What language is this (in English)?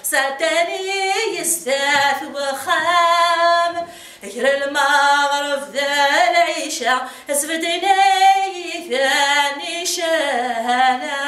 Kabyle